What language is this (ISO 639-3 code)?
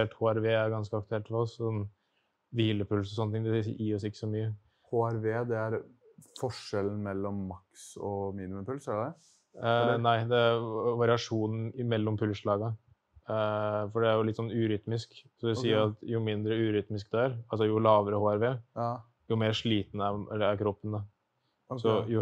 nor